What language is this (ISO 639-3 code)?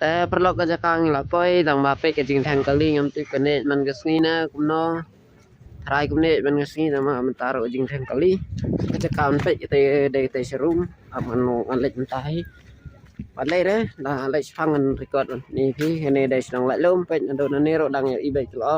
kha